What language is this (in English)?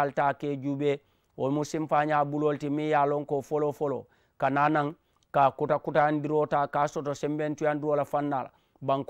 Mandingo